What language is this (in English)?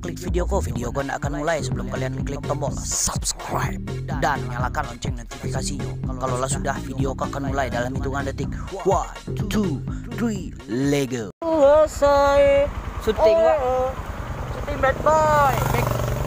Minangkabau